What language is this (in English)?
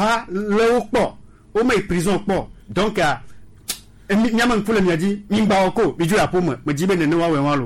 Gen